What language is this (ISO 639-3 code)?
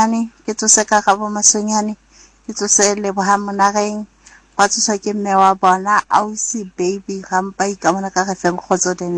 sot